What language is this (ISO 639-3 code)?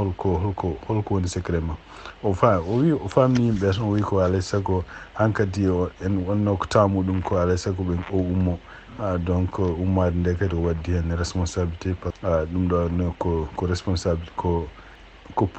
ful